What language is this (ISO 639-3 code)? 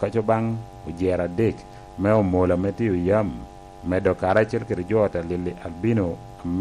laj